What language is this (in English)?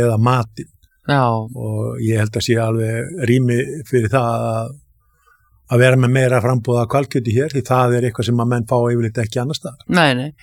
Icelandic